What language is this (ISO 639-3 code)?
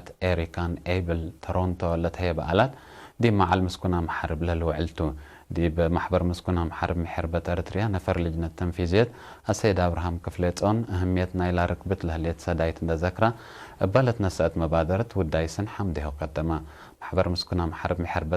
tig